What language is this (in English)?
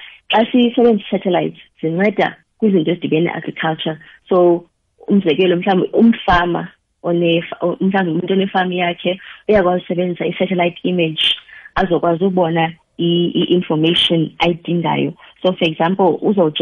South Ndebele